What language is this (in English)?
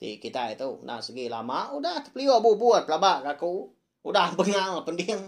Iban